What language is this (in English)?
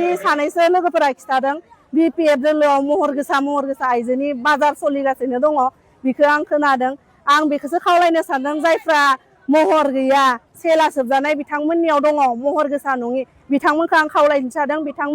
Bodo